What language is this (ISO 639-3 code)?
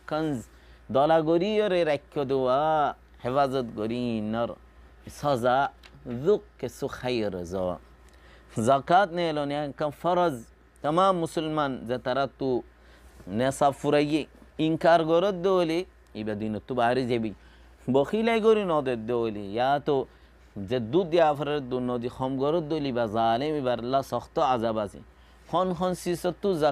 rhg